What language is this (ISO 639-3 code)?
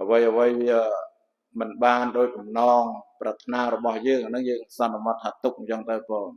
khm